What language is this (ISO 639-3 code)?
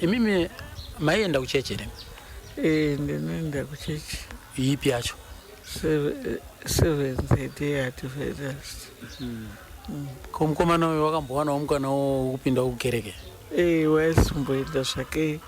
sna